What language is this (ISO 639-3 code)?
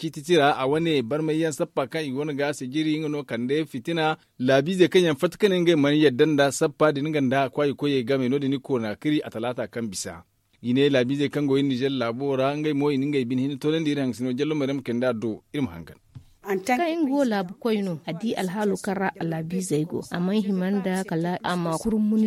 dje